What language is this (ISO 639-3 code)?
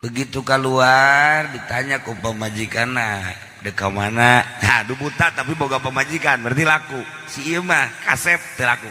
sun